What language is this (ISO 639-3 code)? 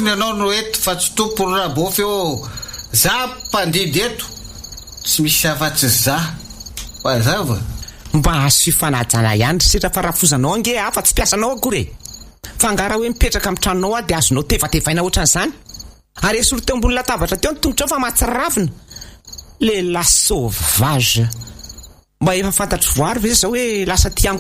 mlg